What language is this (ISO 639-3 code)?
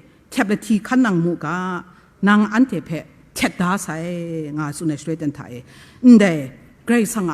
kac